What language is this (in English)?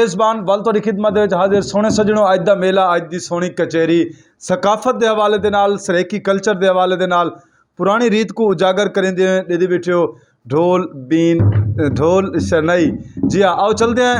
Saraiki